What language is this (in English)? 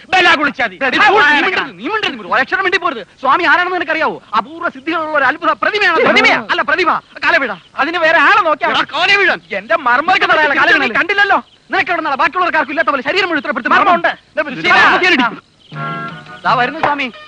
Malayalam